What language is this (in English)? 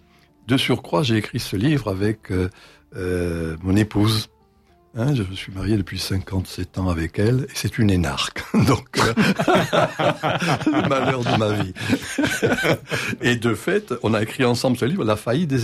French